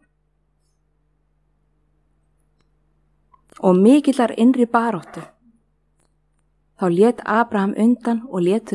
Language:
Icelandic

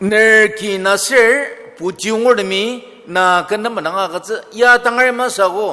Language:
Ao Naga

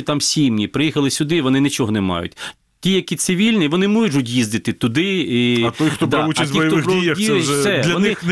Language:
Ukrainian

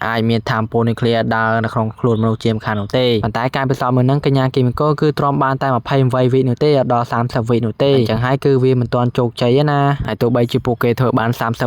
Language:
Khmer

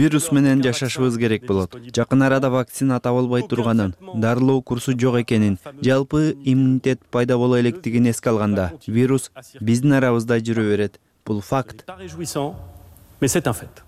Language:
Kyrgyz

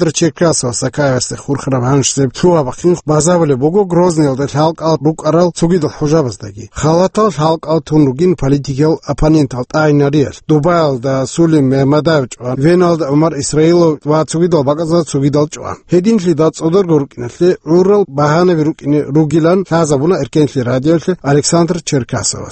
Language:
Avaric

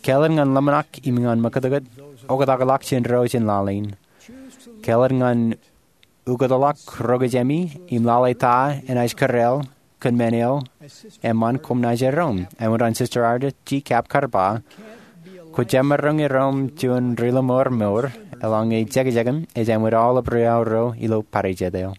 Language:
Marshallese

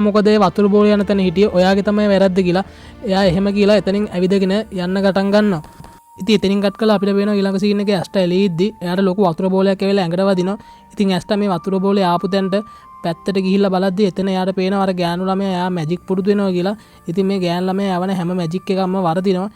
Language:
Sinhala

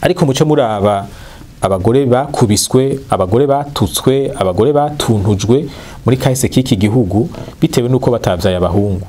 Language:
Rundi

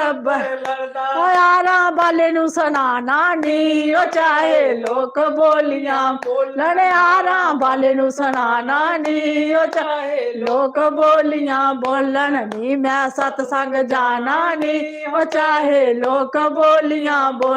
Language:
Dogri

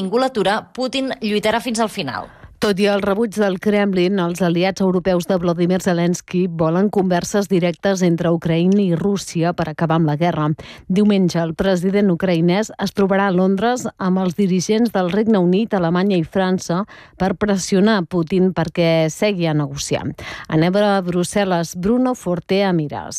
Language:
Catalan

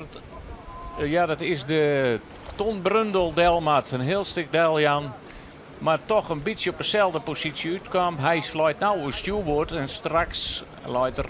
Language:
Western Frisian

